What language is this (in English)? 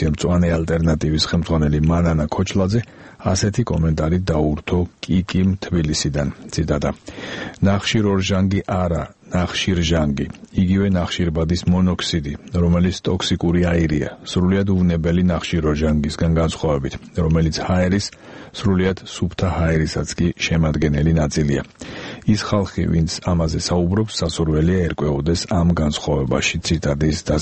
Georgian